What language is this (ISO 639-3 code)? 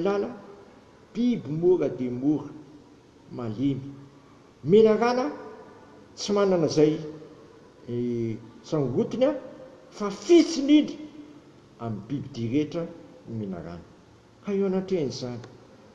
mlg